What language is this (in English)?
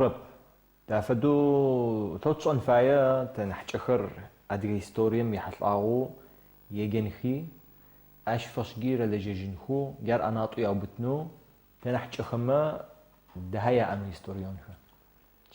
Adyghe